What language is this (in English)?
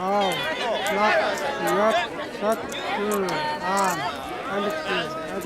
Chang Naga